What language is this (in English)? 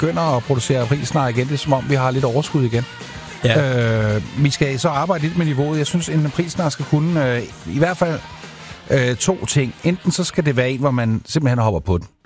Danish